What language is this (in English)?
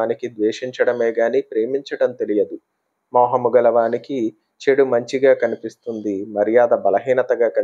Telugu